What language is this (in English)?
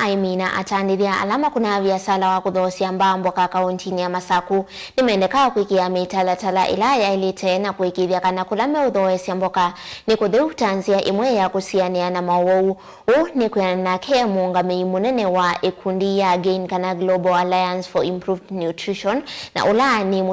Kamba